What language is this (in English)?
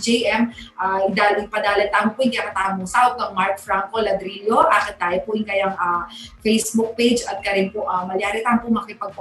Pampanga